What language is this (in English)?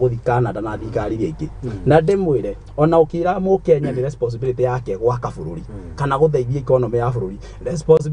Kikuyu